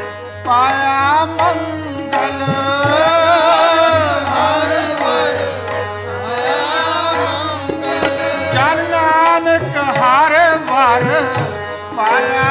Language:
Punjabi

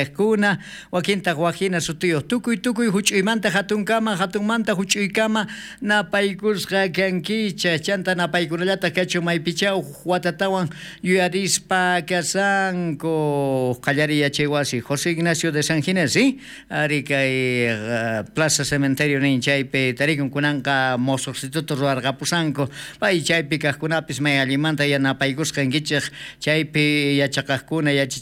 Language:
South Bolivian Quechua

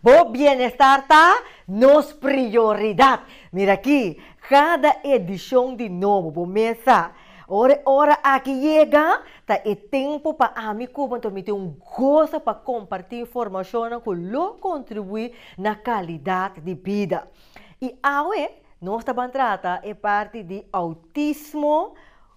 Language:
Papiamento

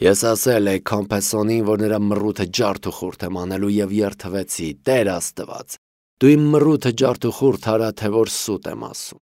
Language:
Armenian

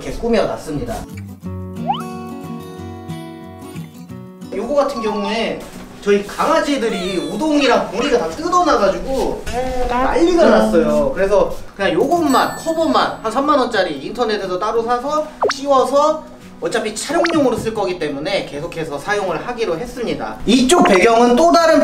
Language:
Korean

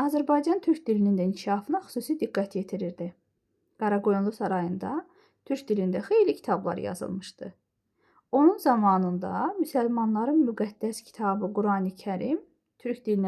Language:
Azerbaijani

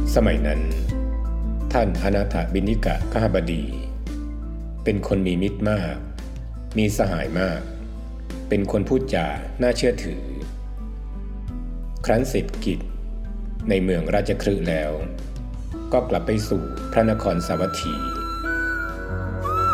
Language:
Thai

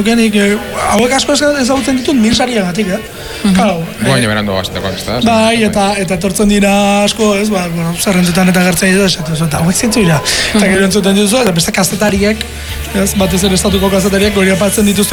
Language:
Basque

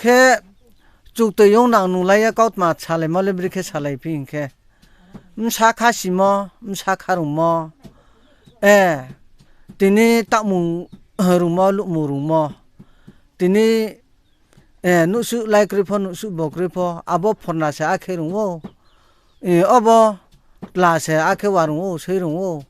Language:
Riang (India)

